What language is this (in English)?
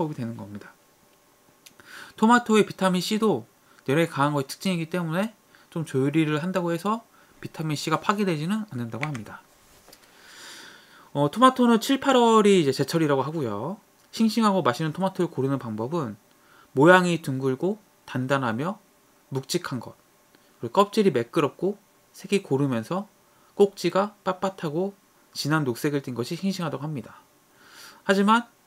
Korean